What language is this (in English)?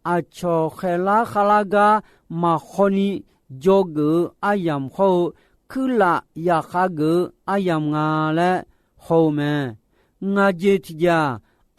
Akha